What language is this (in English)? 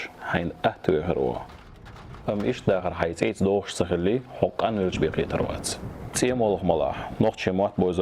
Chechen